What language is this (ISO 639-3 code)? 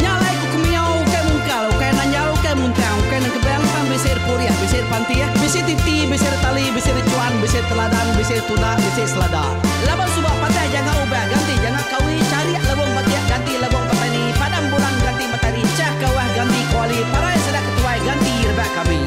iba